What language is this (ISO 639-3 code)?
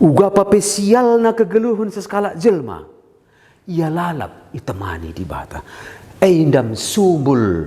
btx